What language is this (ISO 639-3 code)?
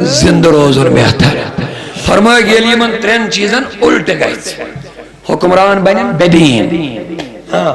kas